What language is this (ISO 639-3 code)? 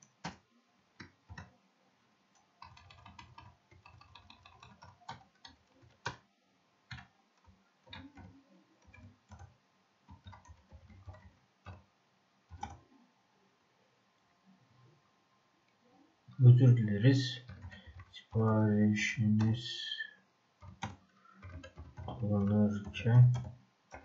tur